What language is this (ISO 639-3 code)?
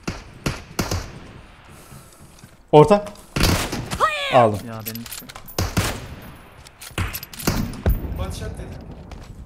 tur